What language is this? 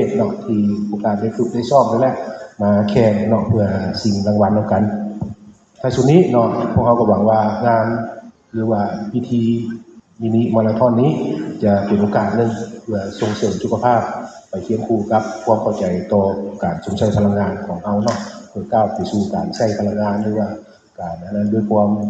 Lao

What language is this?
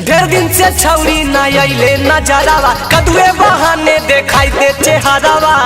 Magahi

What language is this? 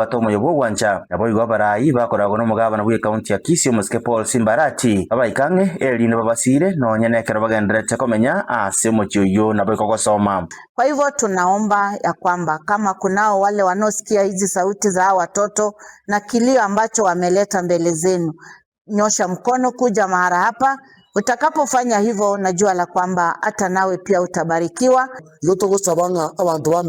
Gusii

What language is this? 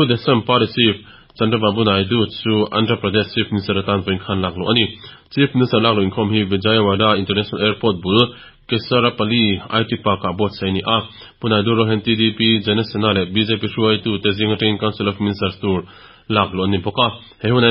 Mizo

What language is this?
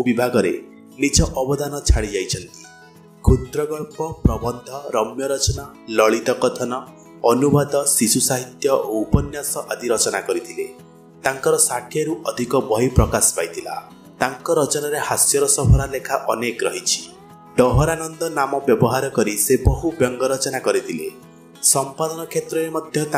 Odia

